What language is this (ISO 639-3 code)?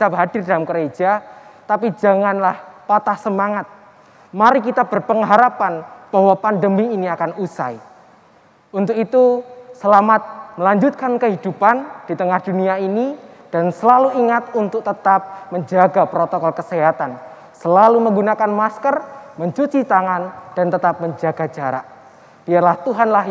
ind